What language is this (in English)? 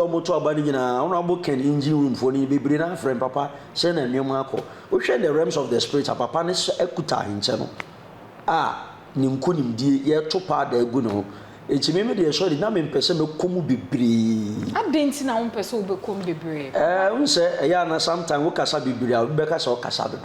Akan